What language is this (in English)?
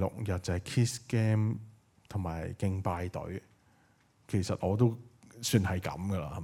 Cantonese